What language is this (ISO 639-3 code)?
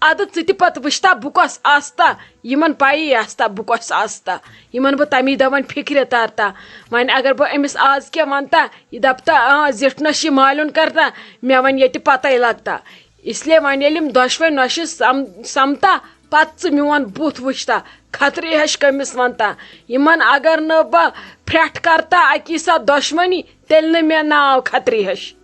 kas